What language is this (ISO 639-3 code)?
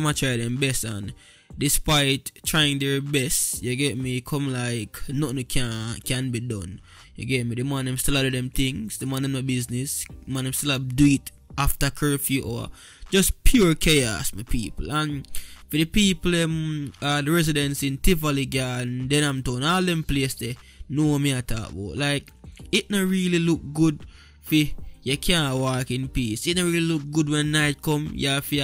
jam